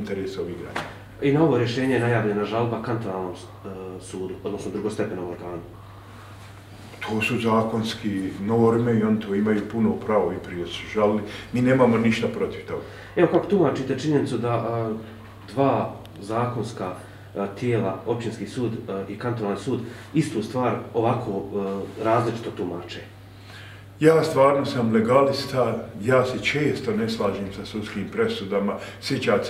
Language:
Bosnian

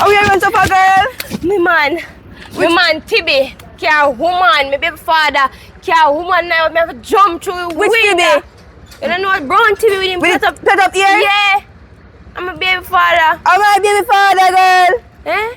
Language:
Jamaican Creole English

